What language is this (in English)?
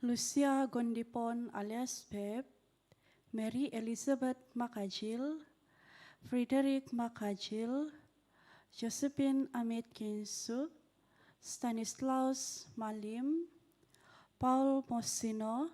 Central Dusun